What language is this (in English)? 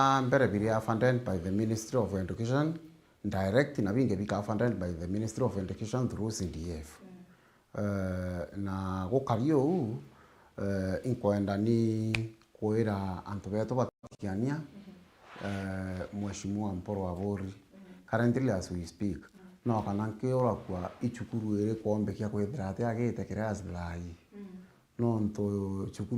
Meru